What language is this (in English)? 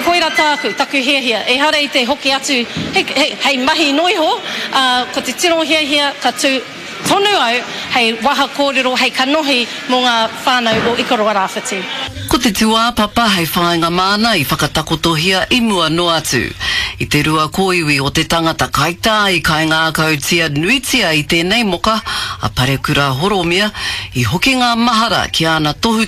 Māori